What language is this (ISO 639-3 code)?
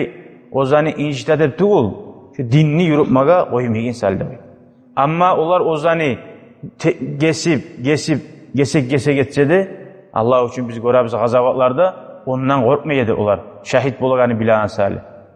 kum